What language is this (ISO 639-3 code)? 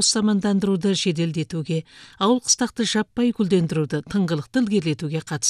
kaz